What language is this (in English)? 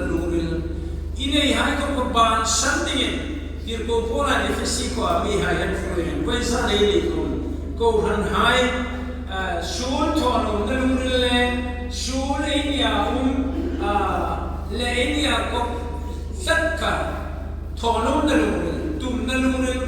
Hmar